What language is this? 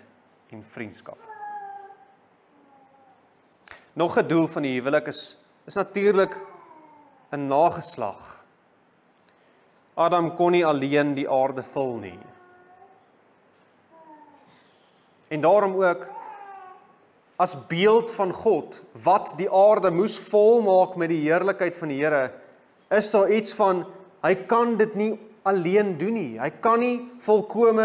Afrikaans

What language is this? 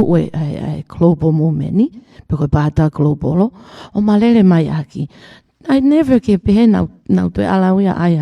Tongan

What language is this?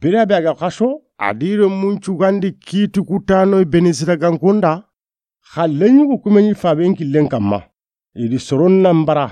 Soninke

